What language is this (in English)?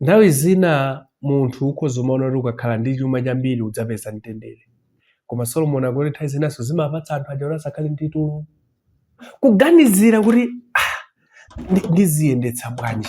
Nyanja